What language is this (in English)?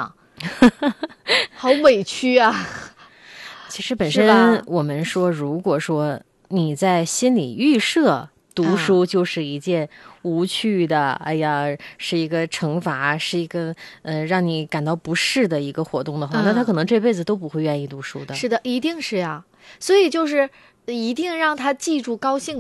Chinese